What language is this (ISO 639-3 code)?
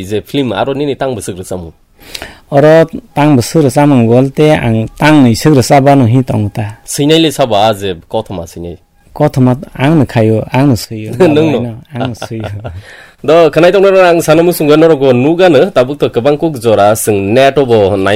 trp